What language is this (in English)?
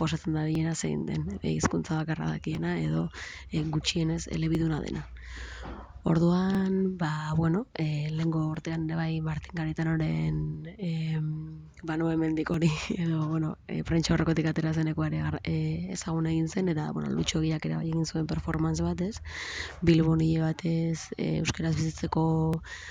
Basque